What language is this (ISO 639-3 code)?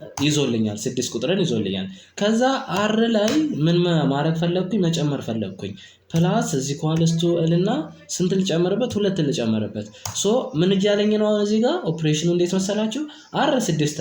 amh